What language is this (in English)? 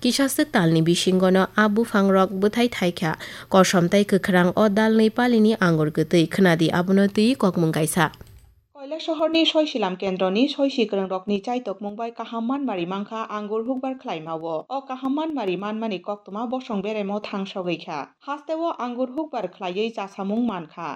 Kok Borok